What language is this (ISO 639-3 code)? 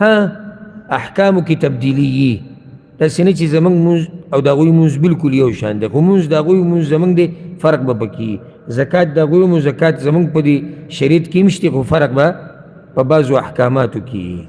pus